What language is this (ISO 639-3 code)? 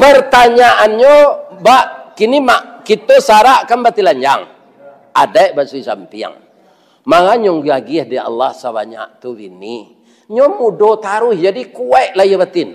min